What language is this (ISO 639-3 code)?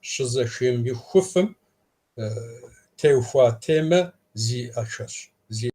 kbd